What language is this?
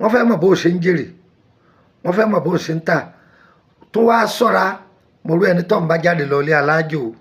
Yoruba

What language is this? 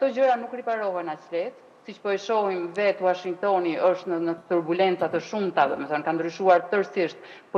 Albanian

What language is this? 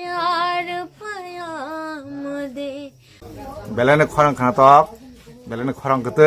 Kok Borok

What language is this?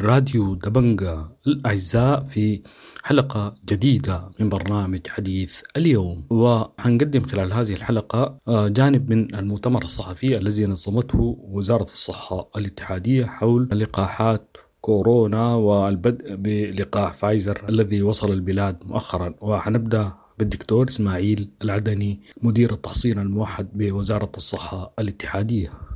Sudanese Arabic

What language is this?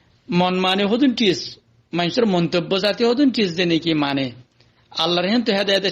Rohingya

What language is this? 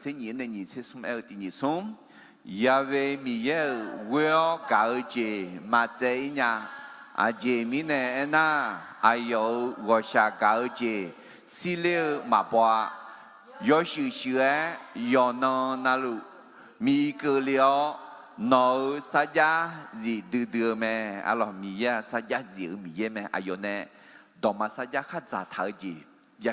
Akha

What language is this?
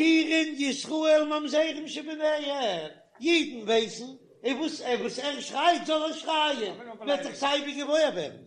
Yiddish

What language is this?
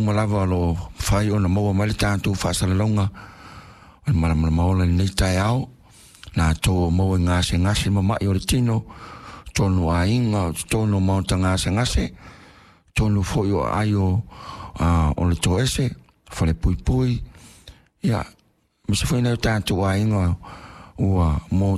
Samoan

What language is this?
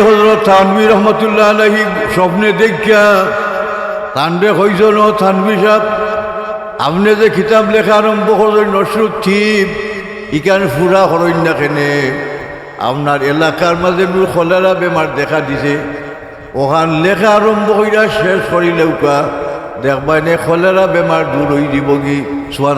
Sylheti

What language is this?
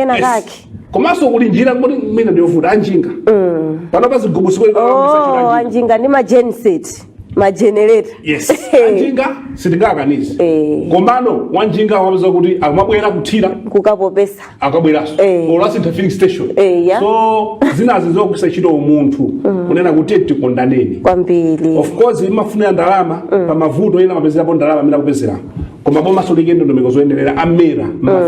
Nyanja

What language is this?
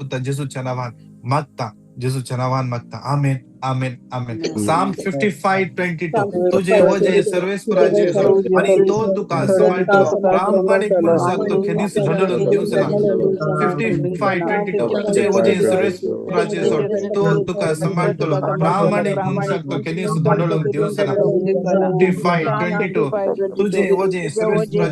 Konkani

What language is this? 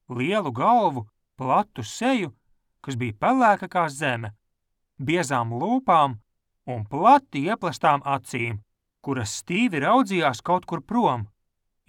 Latvian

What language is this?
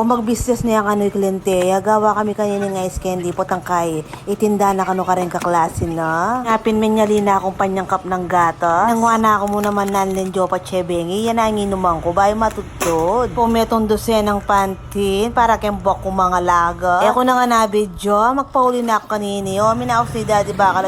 Pampanga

